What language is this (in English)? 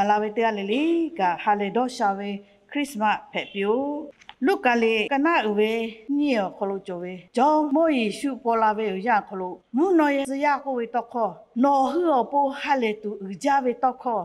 Lahu